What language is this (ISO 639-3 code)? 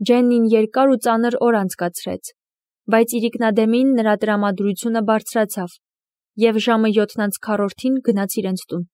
hye